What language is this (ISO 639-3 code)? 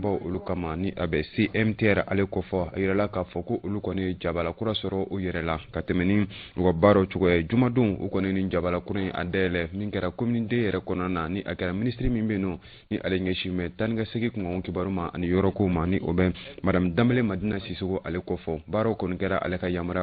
bam